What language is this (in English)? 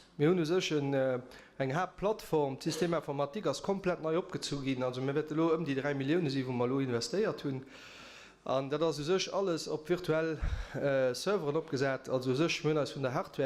Luxembourgish